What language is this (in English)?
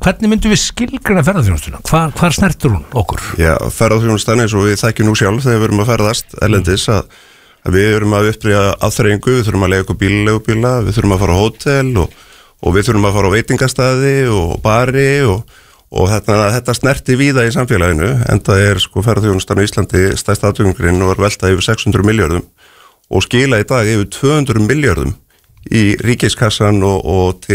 Icelandic